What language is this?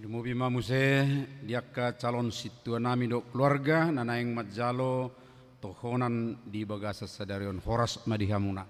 Batak Toba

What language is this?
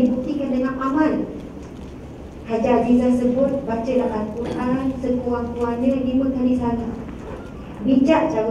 Malay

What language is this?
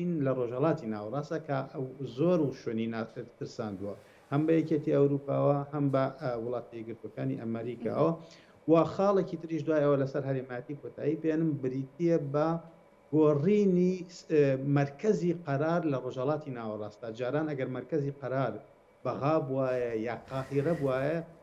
Central Kurdish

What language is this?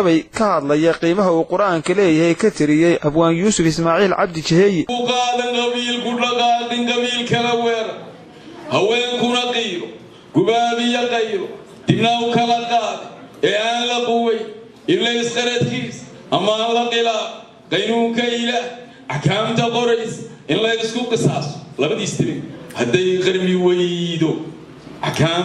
Somali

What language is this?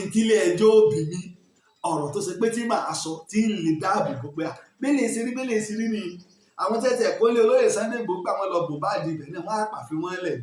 Yoruba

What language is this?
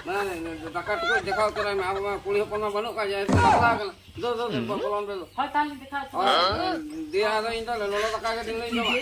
Santali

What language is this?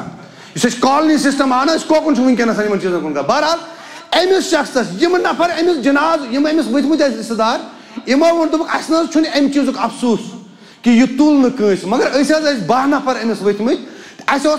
Kashmiri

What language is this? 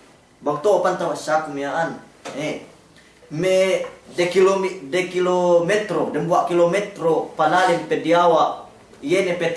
Yakan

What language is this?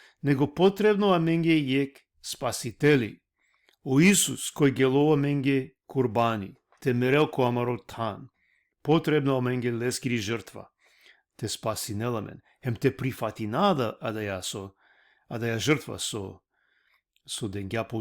Balkan Romani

